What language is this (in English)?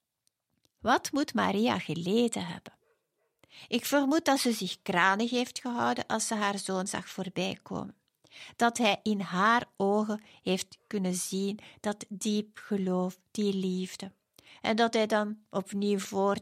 Dutch